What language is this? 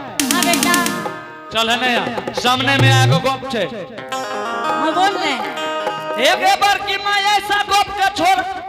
Angika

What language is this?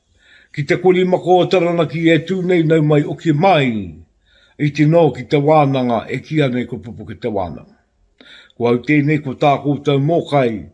Māori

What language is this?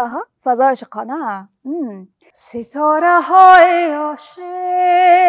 Persian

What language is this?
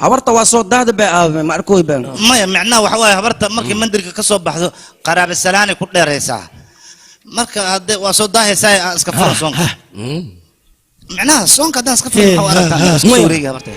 Somali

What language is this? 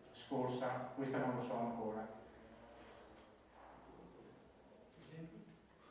Italian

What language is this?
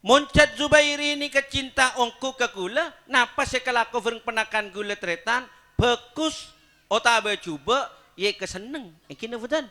Madurese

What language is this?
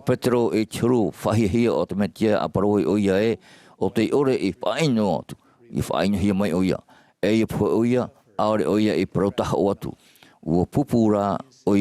Tahitian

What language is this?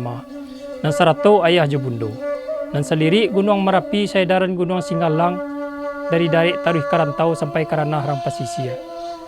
Minangkabau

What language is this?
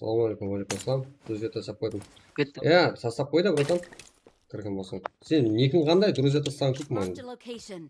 Kara-Kalpak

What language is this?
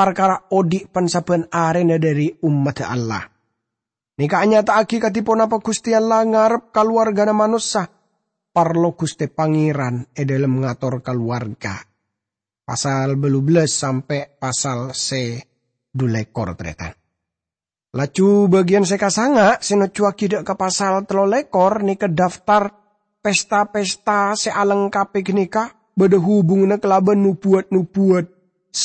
Madurese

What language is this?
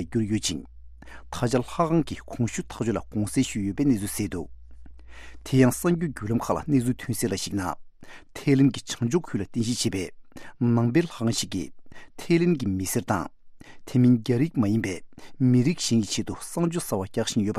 Tibetan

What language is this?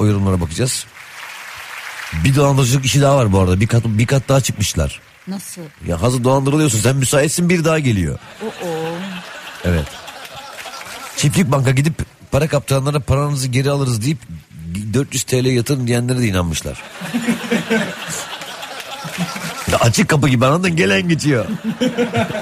Turkish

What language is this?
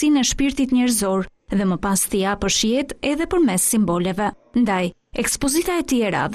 Albanian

